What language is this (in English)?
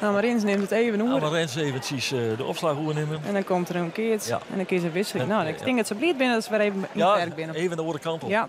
Western Frisian